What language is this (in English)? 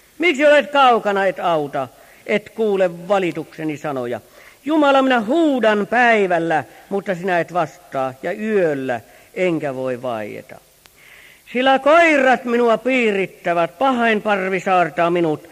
Finnish